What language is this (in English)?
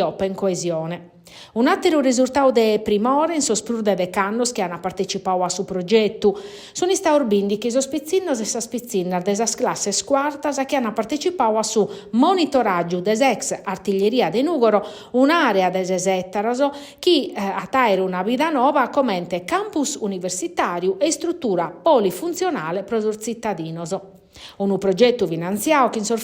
Sardinian